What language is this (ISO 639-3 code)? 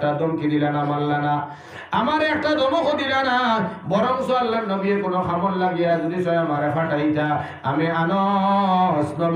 syl